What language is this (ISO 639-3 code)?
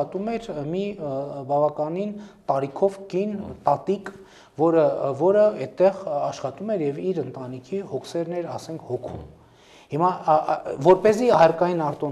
hye